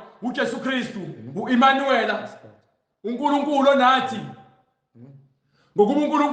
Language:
Zulu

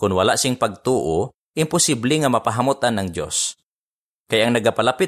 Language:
Hiligaynon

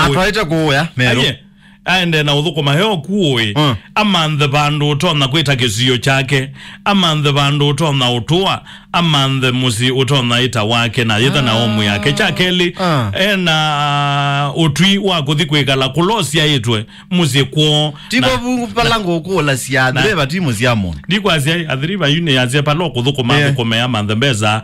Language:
Kamba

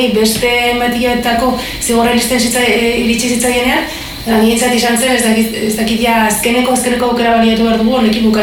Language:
Basque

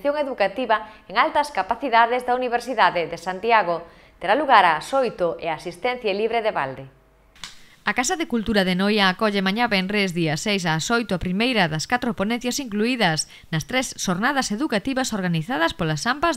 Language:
Galician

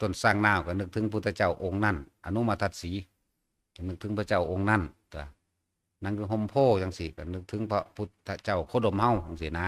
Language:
Northeastern Thai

